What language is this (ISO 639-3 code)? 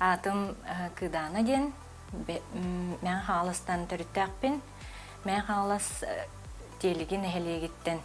sah